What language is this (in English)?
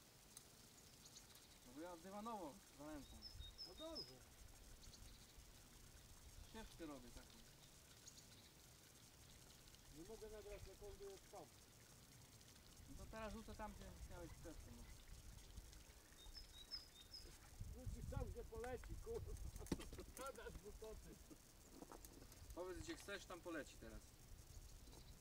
Polish